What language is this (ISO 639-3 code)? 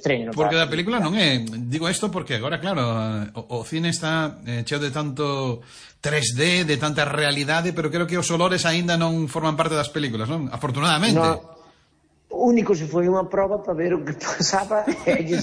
glg